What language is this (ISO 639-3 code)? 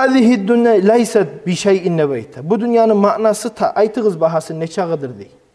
kum